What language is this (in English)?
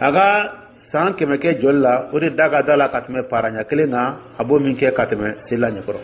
Dyula